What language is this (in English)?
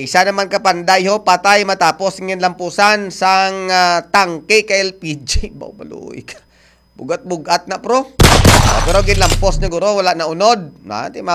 Hiligaynon